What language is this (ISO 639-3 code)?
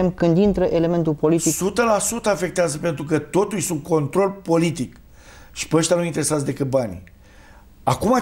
ron